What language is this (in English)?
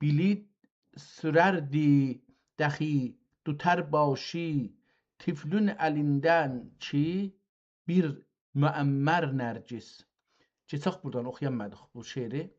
South Azerbaijani